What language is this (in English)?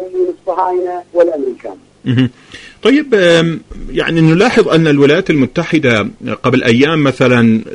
Arabic